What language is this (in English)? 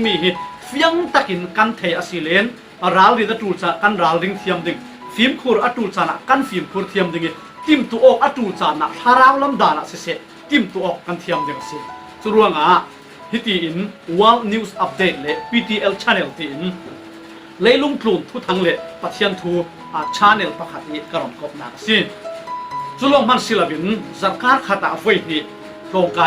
Falam Chin